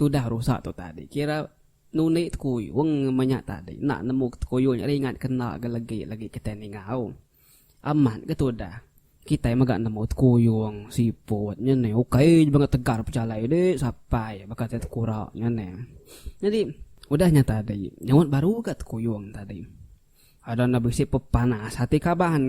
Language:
Iban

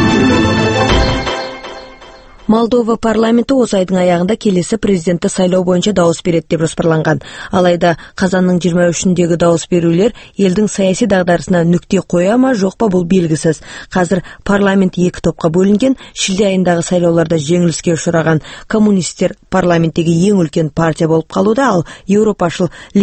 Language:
Kazakh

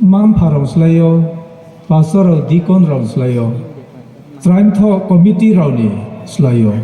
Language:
Riang (India)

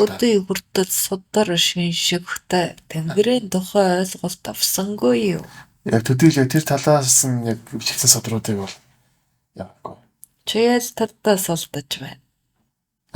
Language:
Mongolian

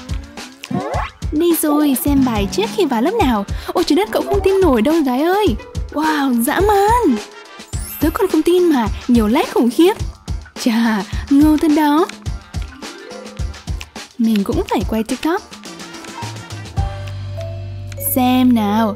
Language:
Vietnamese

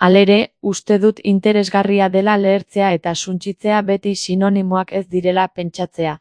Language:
Basque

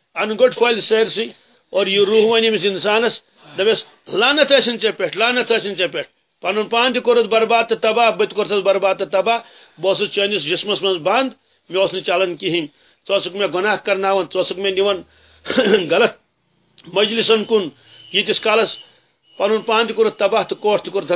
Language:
Kashmiri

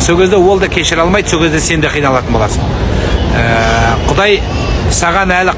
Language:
Kazakh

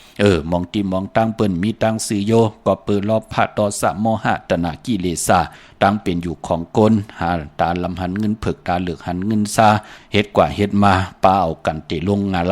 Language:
Shan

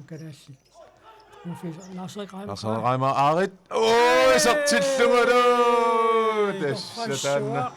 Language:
Kalaallisut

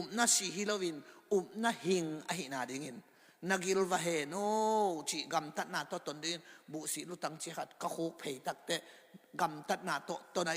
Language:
Tedim Chin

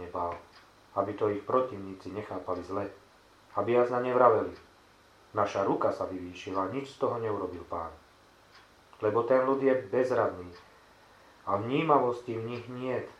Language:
Slovak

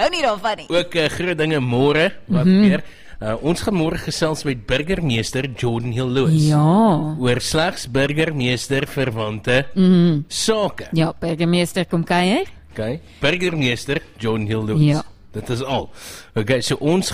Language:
Afrikaans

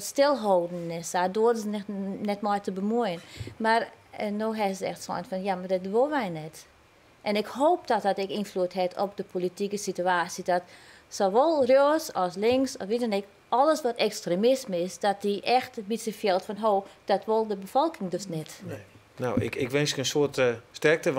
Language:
Western Frisian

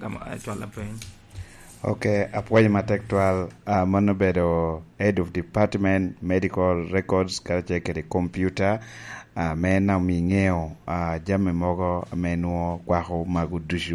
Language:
Lango (Uganda)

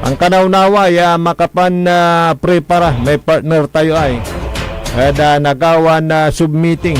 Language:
Pangasinan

